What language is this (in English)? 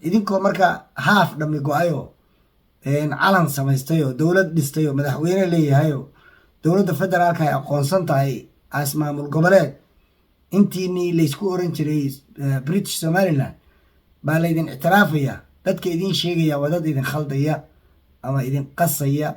Somali